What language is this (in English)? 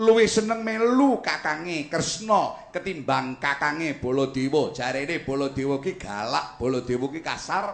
Javanese